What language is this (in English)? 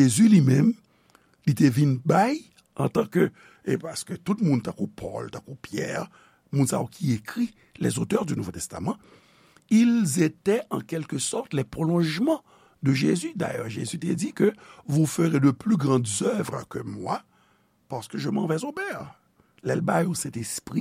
Haitian Creole